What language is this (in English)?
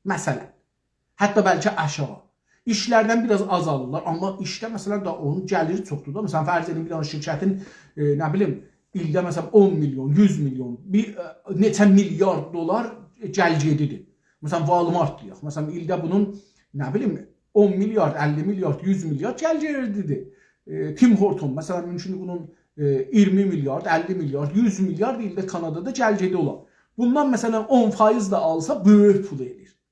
South Azerbaijani